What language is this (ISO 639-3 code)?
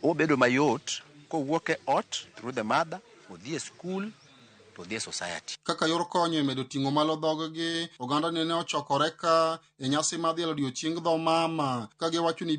luo